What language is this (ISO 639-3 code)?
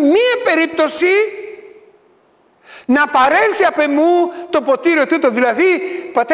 ell